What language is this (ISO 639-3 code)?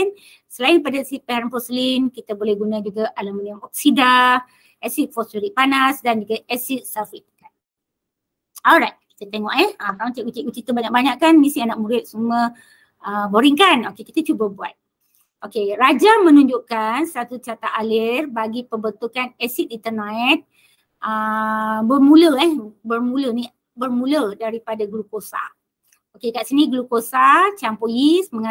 msa